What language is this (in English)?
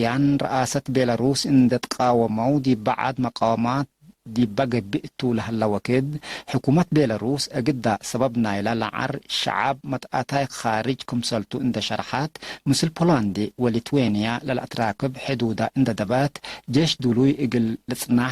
Tigre